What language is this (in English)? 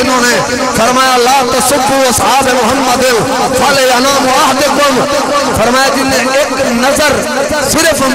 Urdu